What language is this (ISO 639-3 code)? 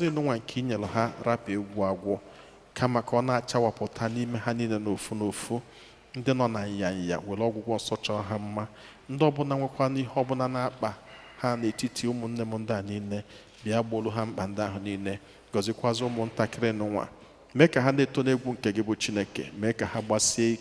ibo